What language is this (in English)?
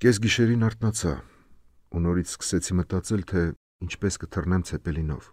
Armenian